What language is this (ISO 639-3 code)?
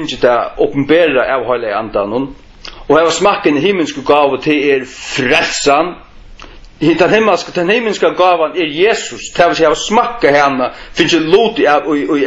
fao